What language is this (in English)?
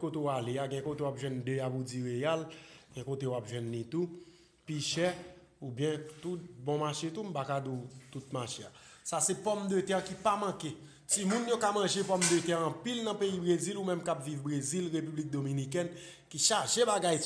Haitian Creole